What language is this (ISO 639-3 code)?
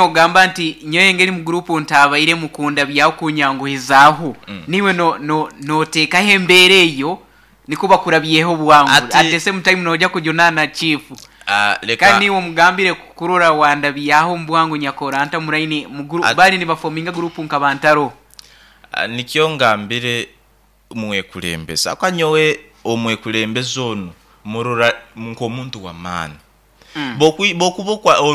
nyo